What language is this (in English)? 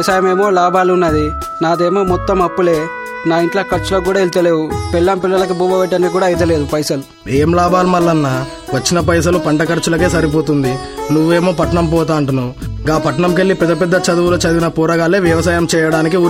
Telugu